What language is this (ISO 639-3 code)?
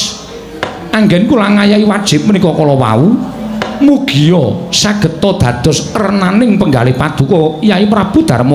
jav